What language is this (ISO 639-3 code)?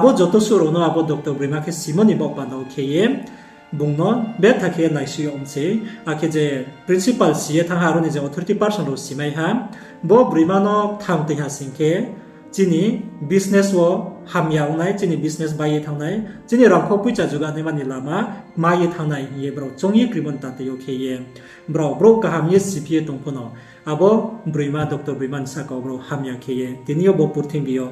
ria